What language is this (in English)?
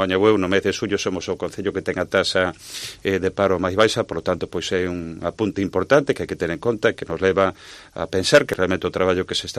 Galician